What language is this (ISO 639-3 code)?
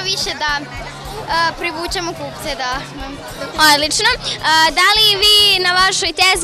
srp